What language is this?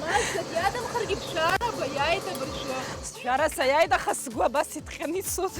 Abkhazian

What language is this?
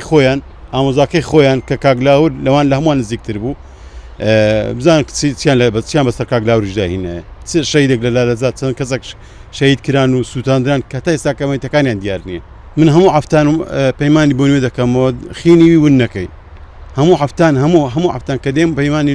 Central Kurdish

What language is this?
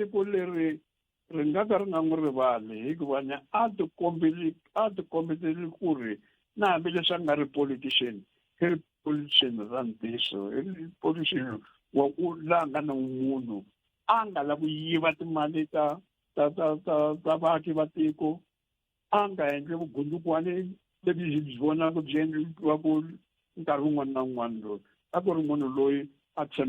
Tsonga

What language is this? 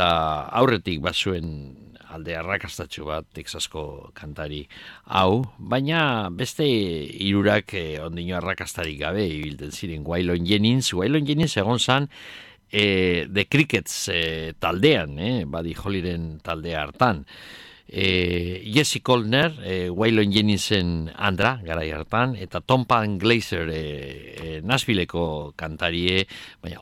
Basque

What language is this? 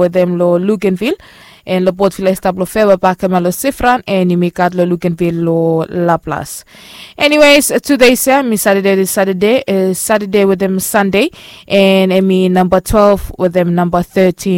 Bislama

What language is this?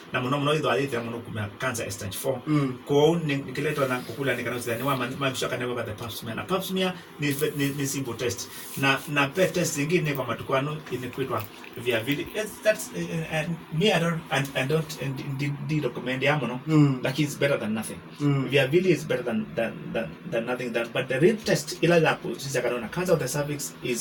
Kamba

